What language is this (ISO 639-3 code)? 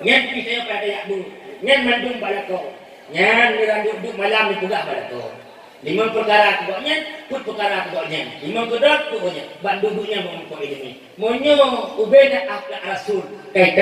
ace